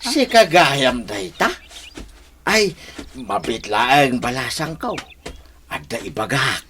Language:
Iloko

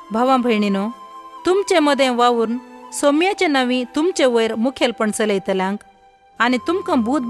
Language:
Konkani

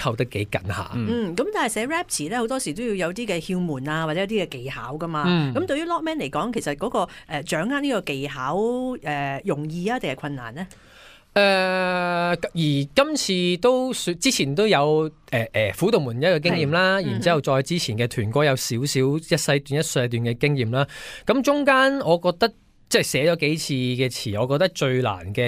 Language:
Cantonese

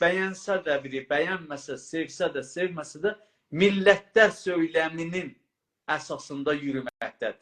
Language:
South Azerbaijani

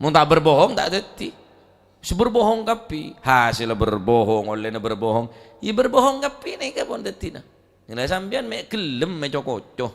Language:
Madurese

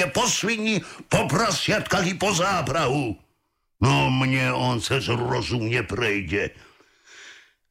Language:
Slovak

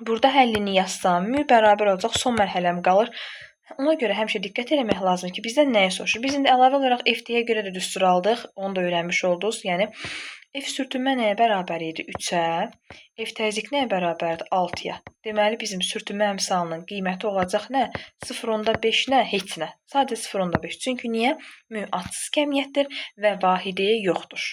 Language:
Azerbaijani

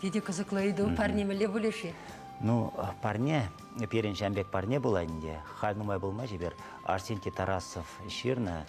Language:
Chuvash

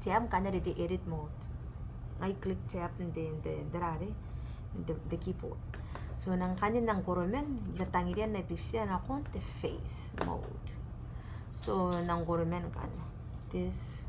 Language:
Gilbertese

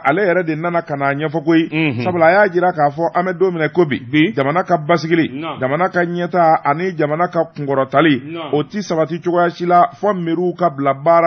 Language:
Bambara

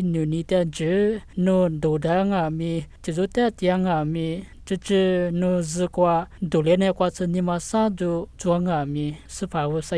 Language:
Lisu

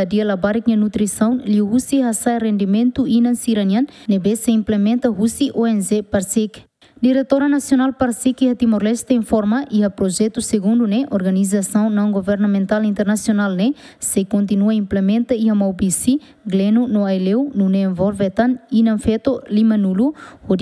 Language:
Tetum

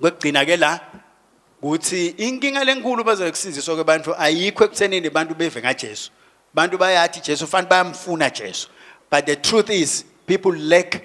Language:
Swati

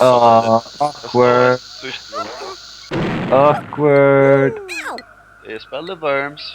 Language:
Faroese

